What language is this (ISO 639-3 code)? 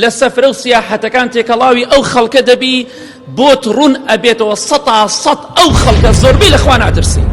ckb